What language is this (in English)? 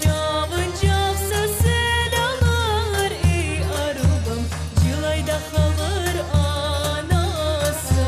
Crimean Tatar